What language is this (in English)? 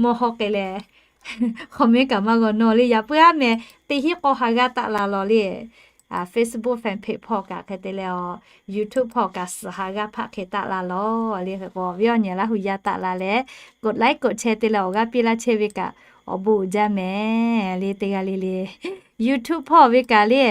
Lahu